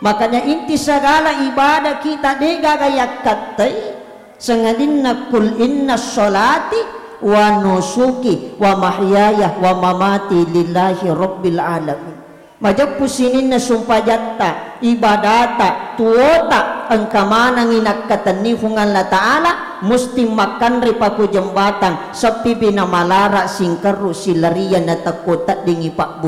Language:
Buginese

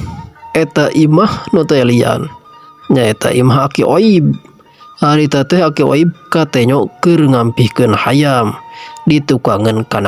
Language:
Sundanese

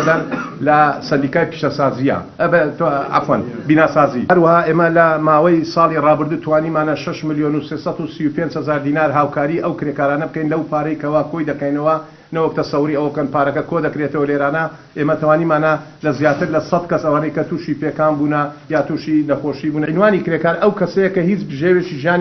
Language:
Central Kurdish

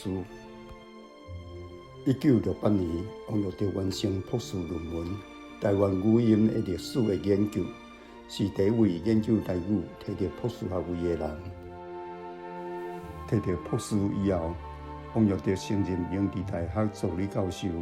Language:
Min Nan Chinese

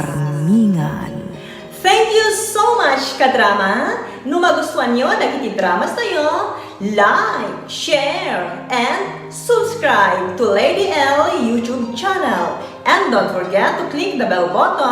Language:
Iloko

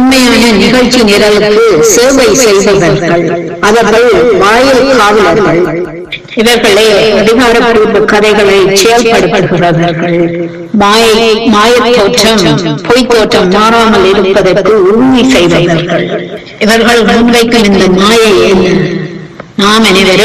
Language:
Tamil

